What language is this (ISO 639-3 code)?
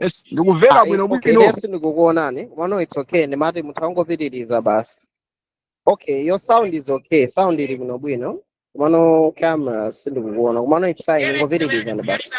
nya